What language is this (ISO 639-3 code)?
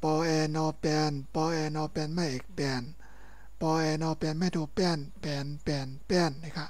shn